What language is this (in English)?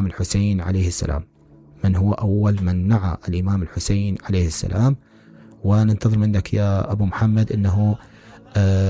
Mesopotamian Arabic